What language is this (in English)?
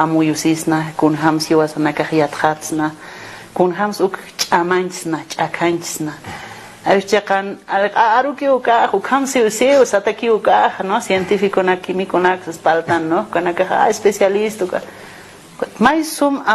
Aymara